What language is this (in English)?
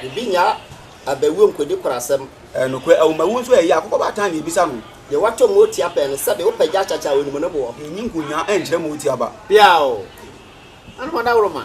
Akan